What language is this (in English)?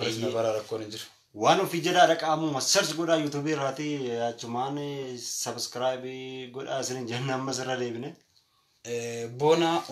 Oromo